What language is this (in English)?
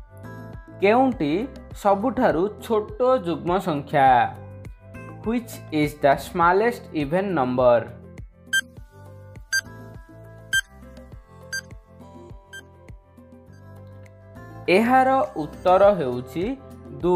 Odia